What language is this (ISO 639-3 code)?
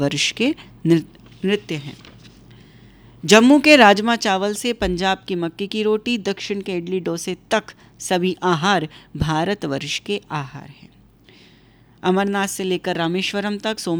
hin